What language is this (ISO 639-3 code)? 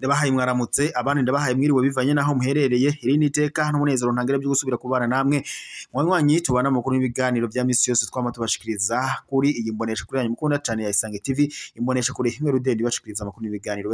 run